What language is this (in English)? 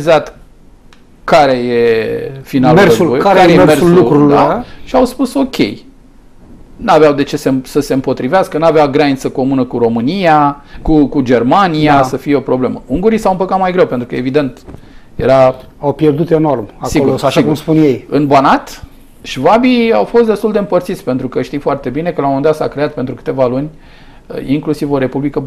Romanian